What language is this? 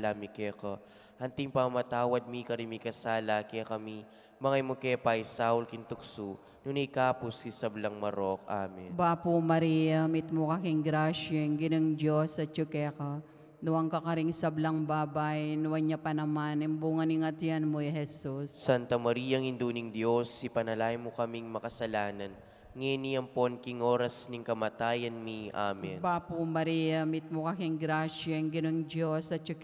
Pampanga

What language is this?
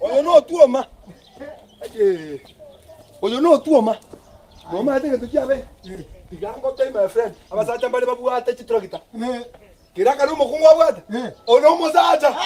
Gusii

